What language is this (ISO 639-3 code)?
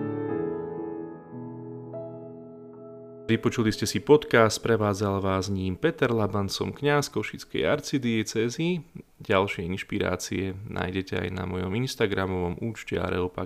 slk